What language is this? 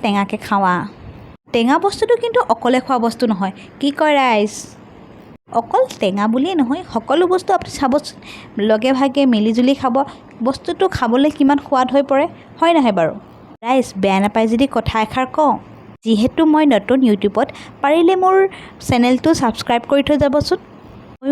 Assamese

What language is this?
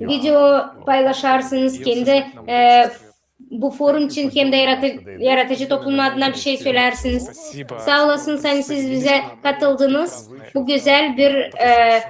Gagauz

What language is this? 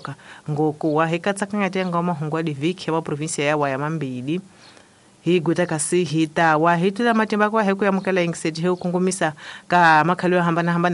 Tsonga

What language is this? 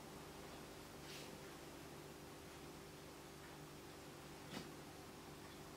Russian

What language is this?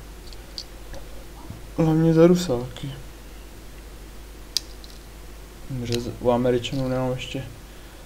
Czech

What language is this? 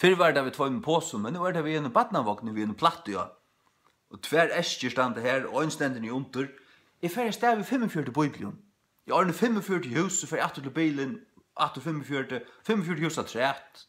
Faroese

